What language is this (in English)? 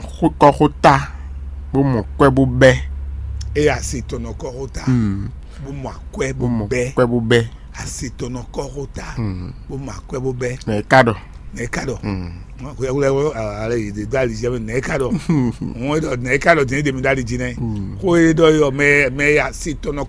Fon